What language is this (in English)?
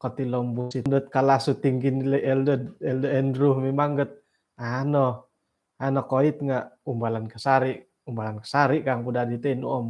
Central Dusun